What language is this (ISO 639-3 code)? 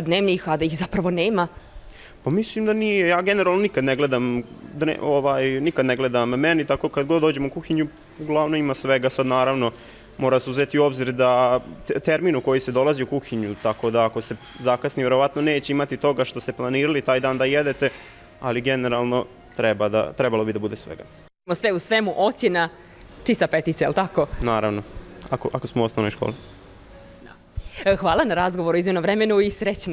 bos